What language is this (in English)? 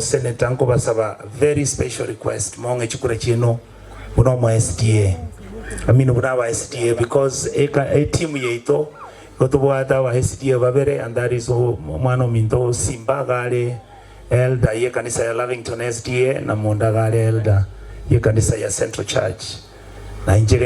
Gusii